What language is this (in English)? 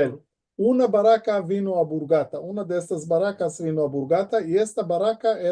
Ladino